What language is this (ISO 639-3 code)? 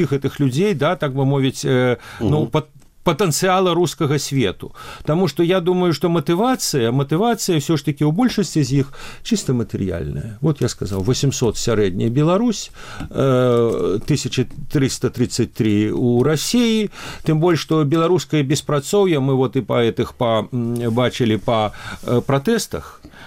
bel